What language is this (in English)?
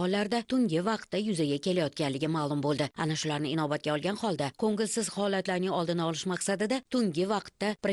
Uzbek